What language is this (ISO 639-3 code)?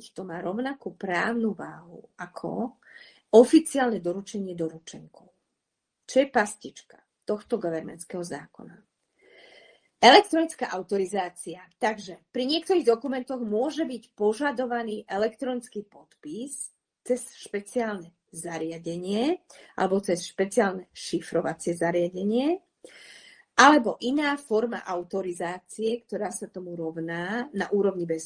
slk